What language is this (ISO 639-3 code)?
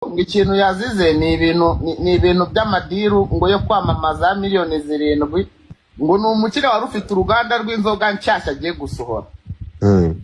kin